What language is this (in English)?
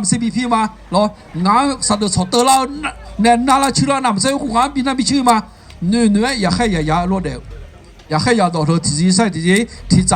Akha